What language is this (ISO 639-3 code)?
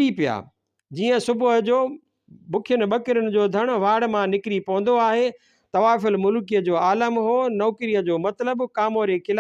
snd